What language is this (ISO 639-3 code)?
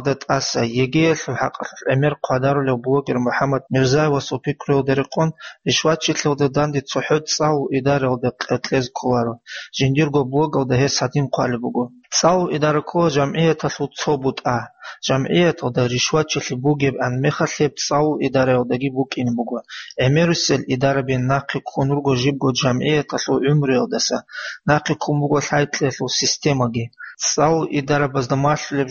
ava